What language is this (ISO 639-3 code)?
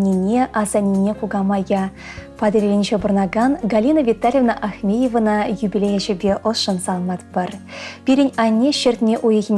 chv